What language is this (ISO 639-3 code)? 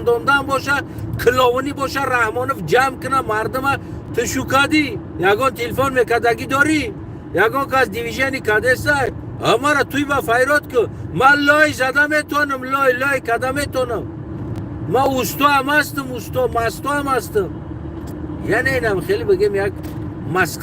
tgk